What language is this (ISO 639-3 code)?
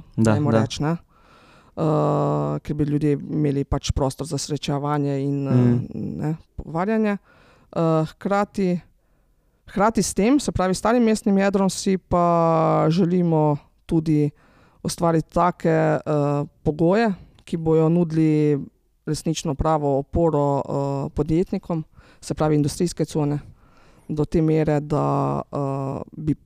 slv